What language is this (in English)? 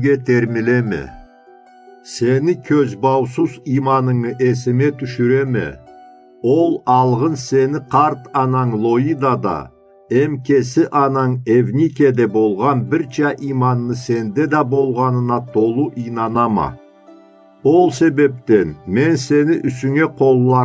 Karachay-Balkar